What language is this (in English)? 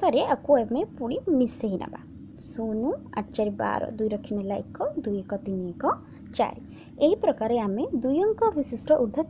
Odia